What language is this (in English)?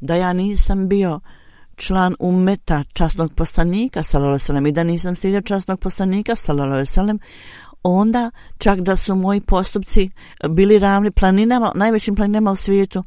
Bosnian